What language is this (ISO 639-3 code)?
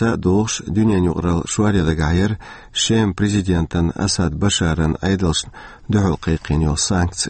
che